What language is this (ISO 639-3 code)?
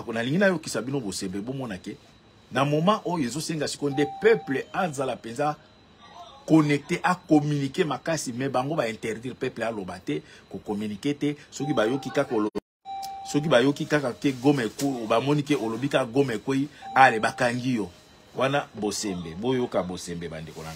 lin